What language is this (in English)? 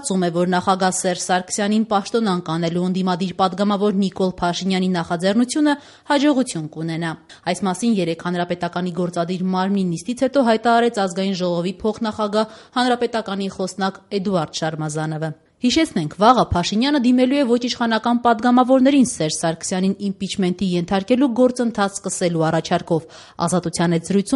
Armenian